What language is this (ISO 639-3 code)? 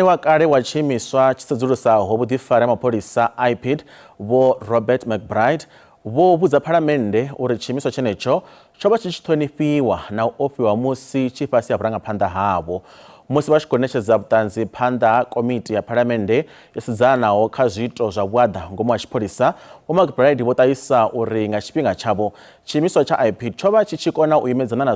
ven